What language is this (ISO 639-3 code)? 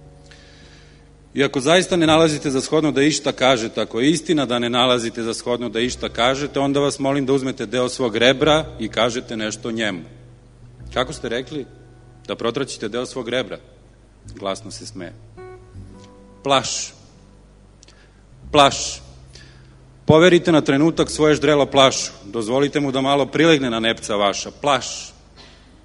srp